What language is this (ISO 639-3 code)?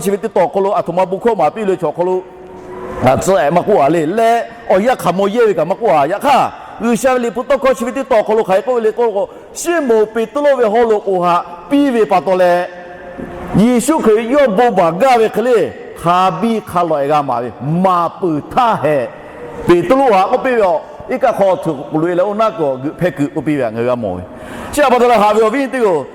lhu